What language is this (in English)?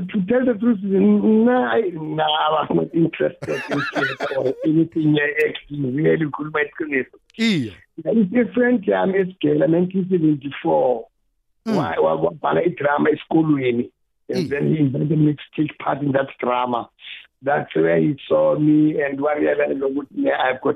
South Ndebele